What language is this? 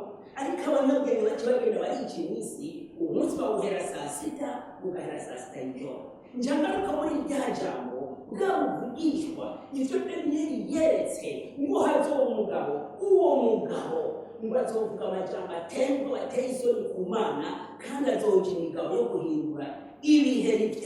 Rundi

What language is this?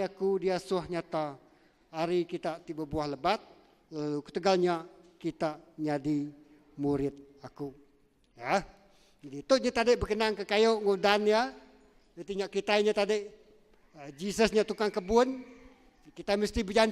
Iban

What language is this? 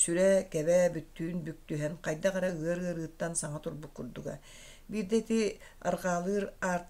Yakut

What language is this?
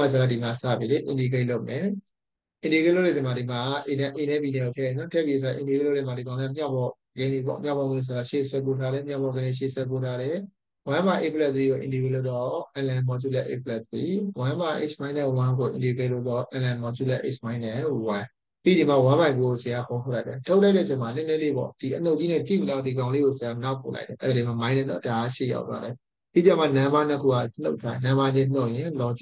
Burmese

